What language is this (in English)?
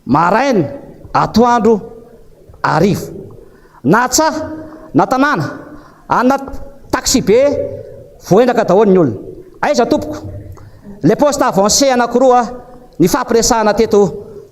Malagasy